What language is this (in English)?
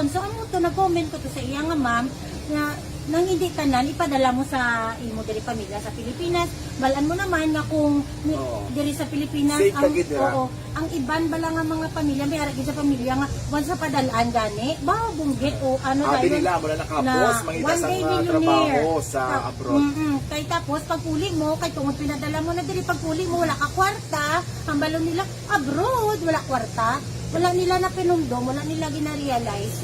Hiligaynon